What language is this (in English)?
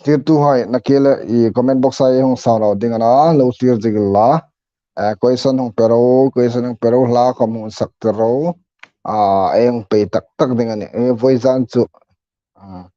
Hmar